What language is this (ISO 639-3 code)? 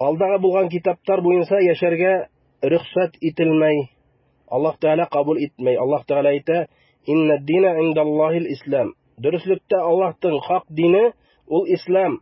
bak